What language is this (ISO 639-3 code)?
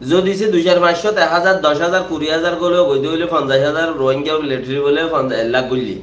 rhg